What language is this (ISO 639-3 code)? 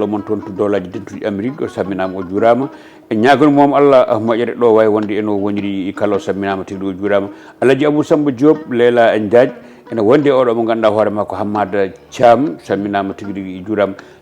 ful